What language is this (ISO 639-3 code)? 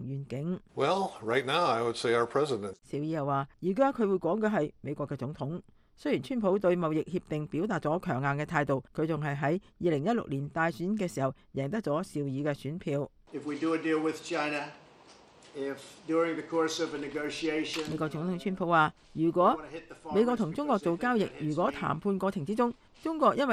yue